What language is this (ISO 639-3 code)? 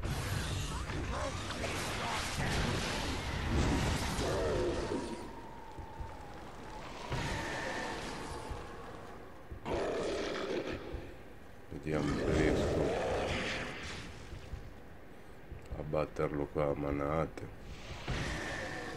ita